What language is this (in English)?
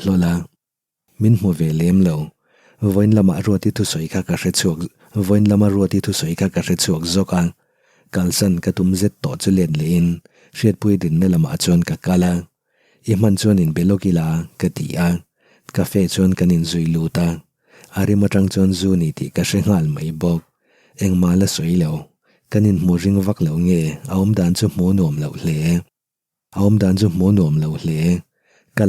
Mizo